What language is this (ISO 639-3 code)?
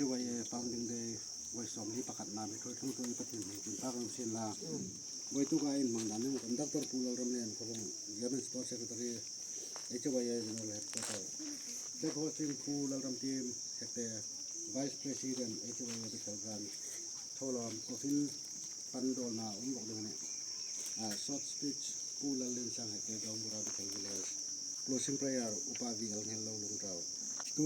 hmr